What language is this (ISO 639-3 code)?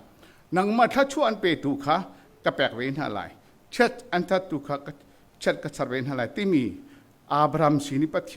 cnh